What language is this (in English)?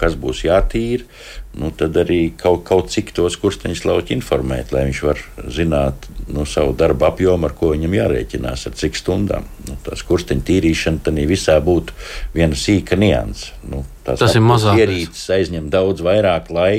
Latvian